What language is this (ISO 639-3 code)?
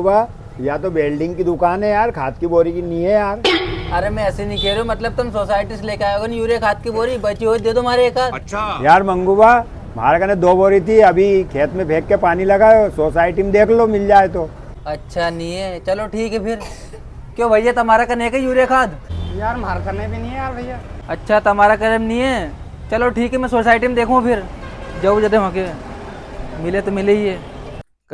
raj